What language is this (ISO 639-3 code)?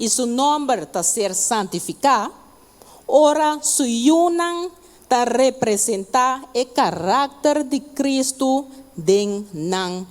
pap